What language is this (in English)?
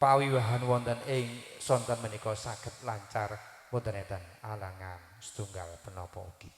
Javanese